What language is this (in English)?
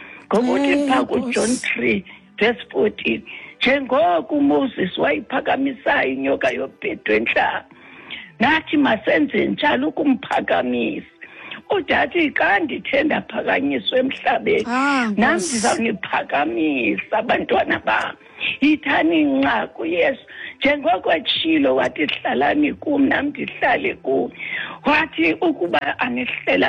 Xhosa